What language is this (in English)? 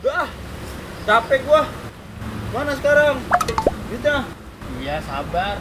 Betawi